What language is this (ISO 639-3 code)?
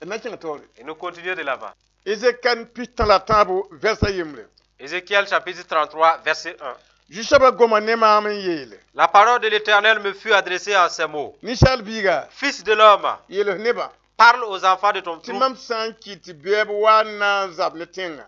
mos